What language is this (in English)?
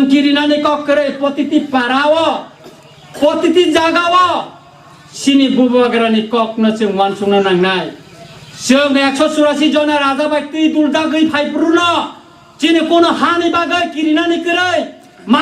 Kok Borok